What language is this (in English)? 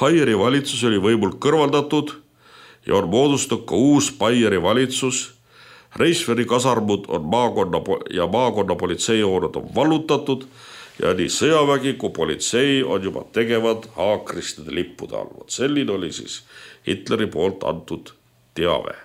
Estonian